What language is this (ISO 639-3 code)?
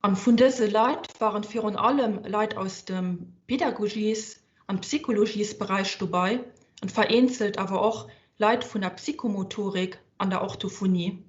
ltz